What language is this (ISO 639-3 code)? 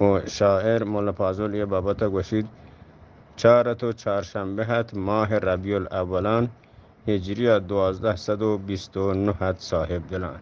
bgp